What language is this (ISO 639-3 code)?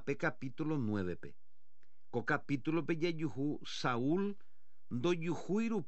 grn